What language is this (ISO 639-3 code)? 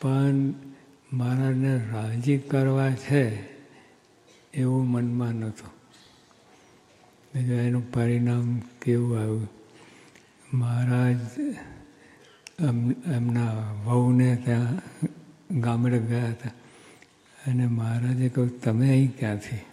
guj